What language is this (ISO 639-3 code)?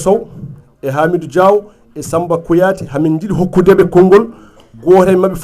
ful